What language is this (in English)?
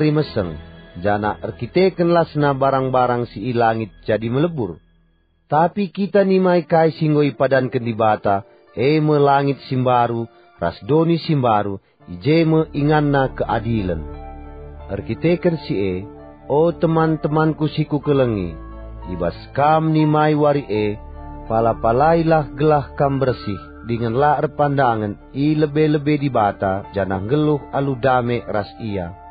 Batak Karo